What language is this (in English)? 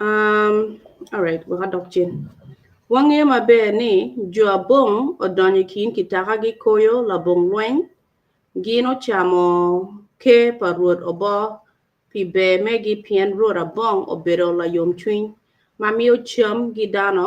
Acoli